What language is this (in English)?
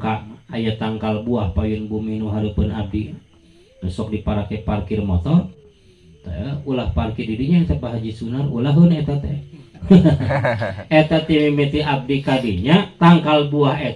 Sundanese